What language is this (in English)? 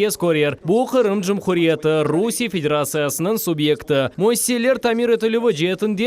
Crimean Tatar